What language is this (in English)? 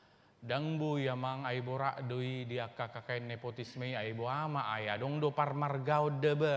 Batak Toba